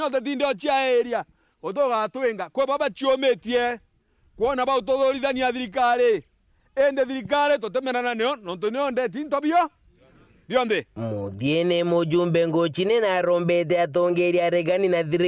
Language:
Meru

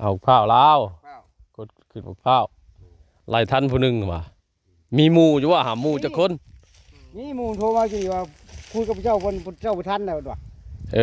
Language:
Northeastern Thai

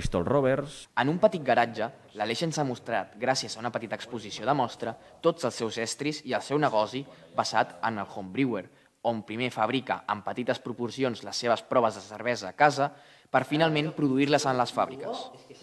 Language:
Catalan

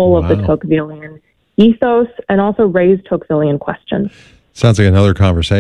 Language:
English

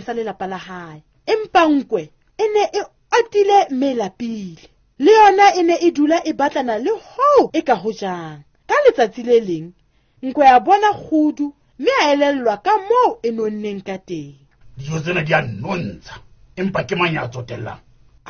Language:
Southern Sotho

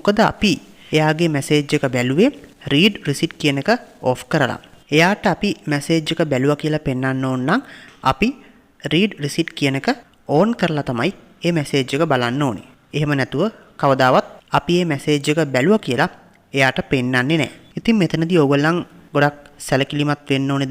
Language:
Sinhala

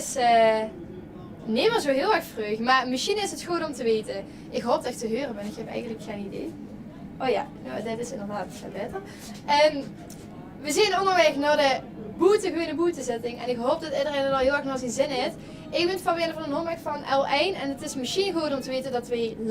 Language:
Limburgish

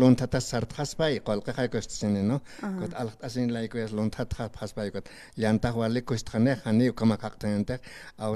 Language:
Aymara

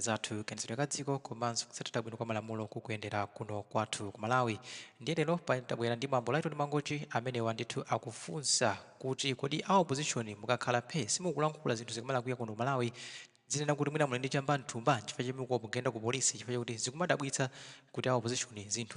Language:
Nyanja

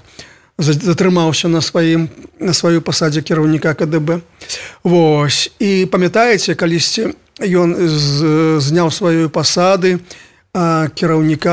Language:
Belarusian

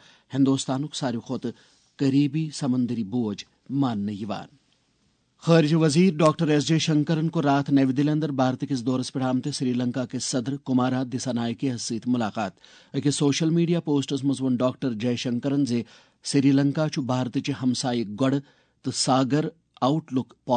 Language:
Kashmiri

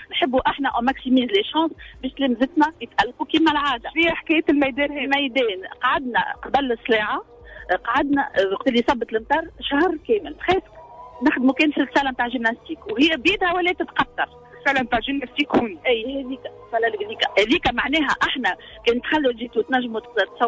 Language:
Tunisian Arabic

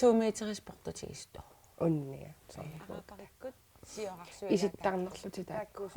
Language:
Kalaallisut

